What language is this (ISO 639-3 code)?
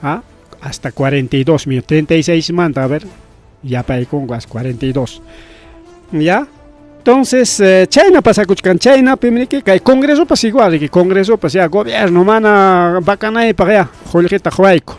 quy